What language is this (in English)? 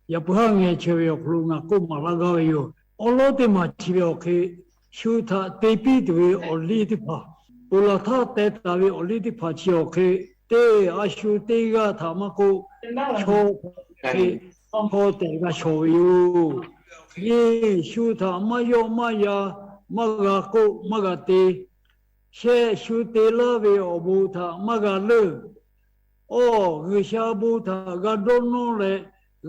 Lahu